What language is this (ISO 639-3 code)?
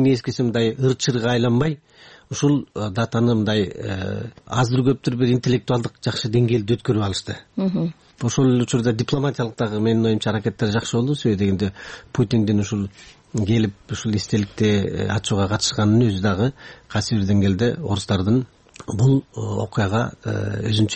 kir